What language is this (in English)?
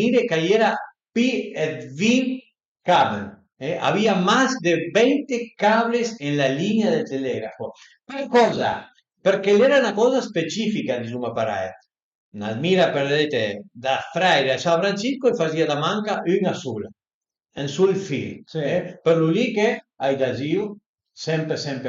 Piedmontese